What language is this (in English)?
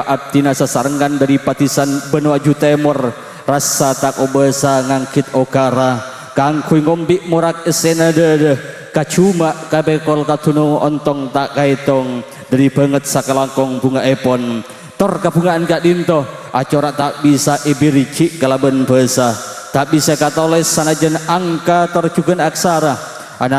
Madurese